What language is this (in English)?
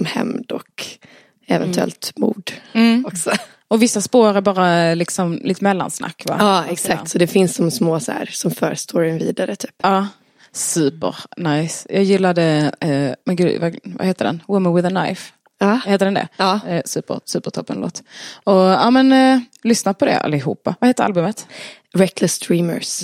Swedish